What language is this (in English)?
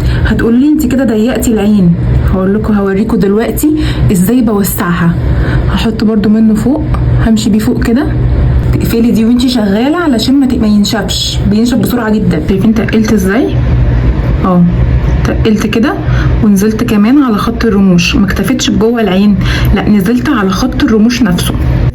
Egyptian Arabic